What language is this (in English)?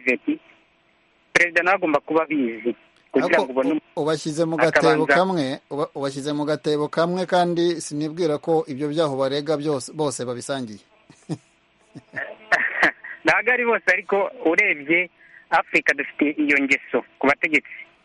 Kinyarwanda